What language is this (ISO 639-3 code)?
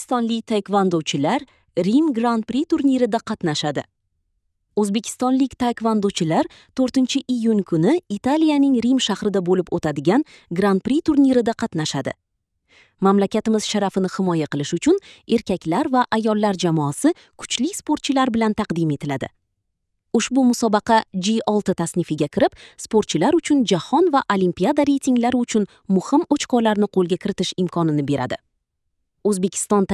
uzb